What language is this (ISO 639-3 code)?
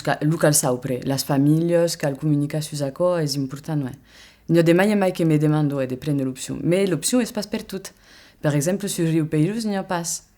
oci